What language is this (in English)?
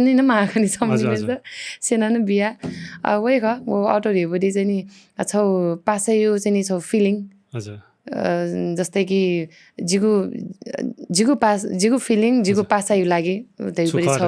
Newari